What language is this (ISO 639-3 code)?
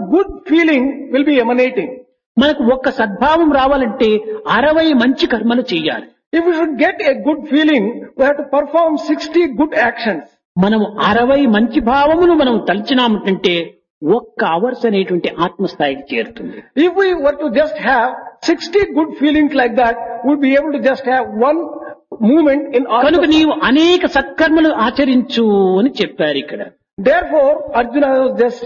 tel